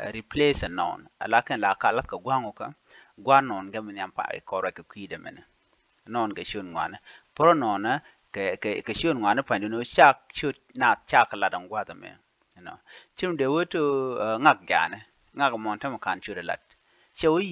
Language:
Nuer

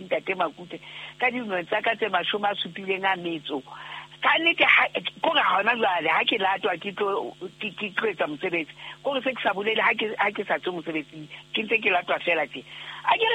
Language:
Southern Sotho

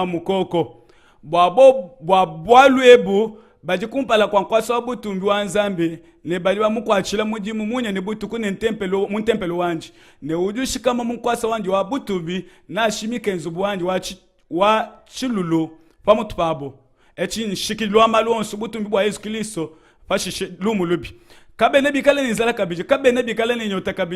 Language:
Luba-Lulua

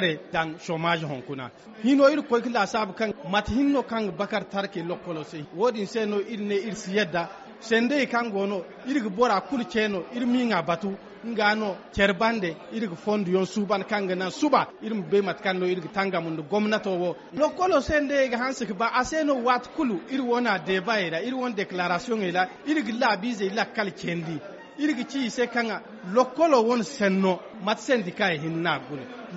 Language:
Zarma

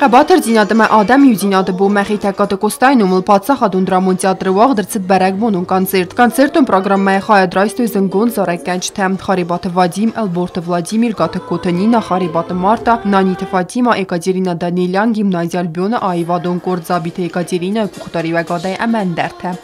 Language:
Ossetic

